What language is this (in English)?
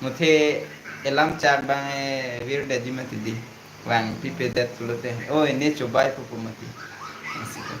Karbi